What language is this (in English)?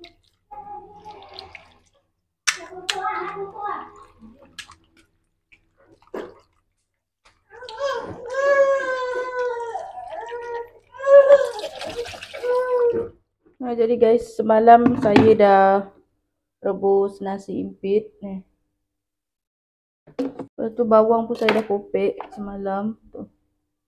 Malay